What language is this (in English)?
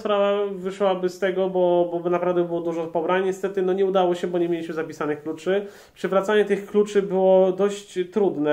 Polish